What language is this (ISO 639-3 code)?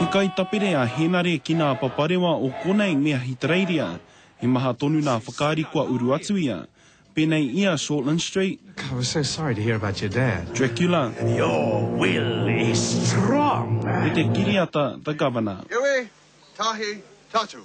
mri